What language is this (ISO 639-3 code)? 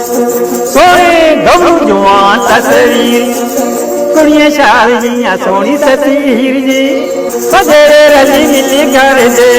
doi